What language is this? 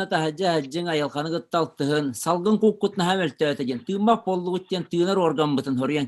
Yakut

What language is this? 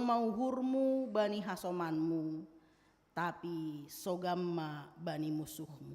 Batak Simalungun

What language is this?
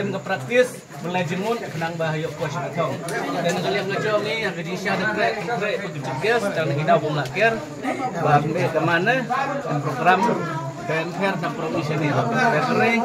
Khasi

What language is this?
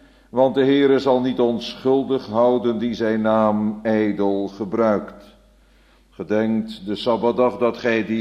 Dutch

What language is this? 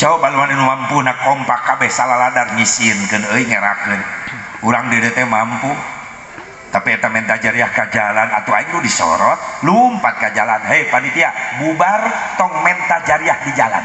Sundanese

